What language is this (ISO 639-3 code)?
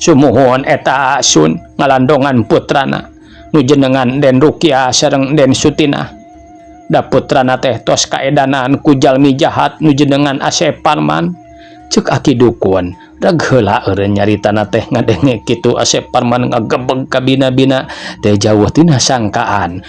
sun